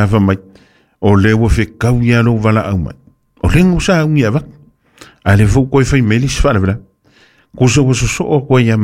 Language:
Samoan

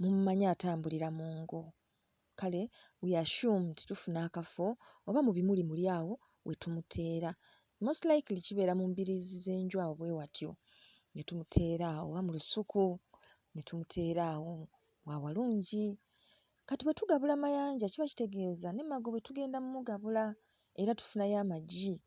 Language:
Ganda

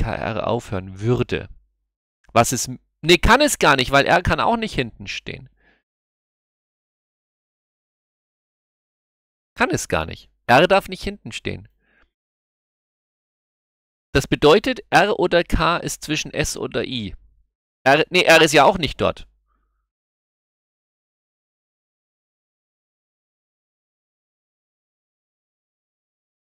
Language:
German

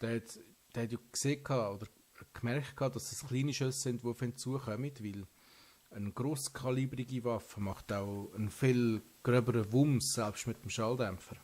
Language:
Swiss German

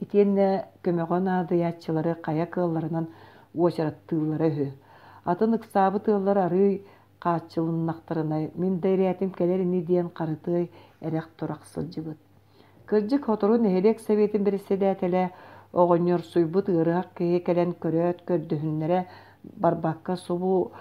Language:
Yakut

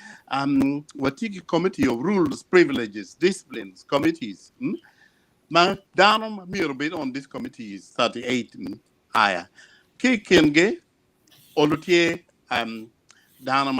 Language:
Acoli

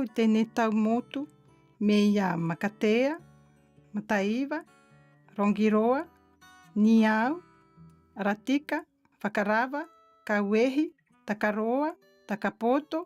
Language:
Tahitian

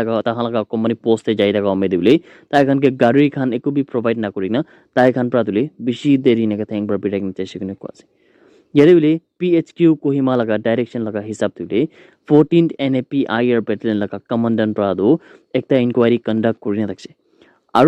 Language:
Naga Pidgin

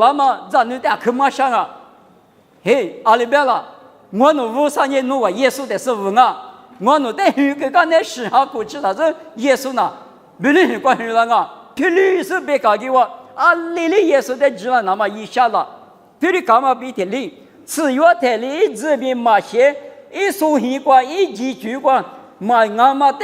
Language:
Lisu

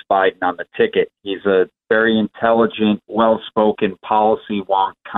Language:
English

